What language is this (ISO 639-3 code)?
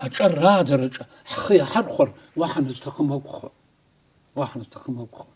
abk